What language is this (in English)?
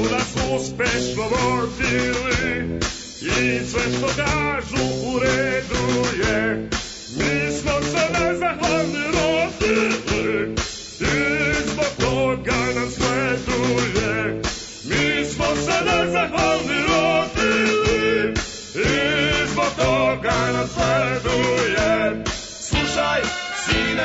Serbian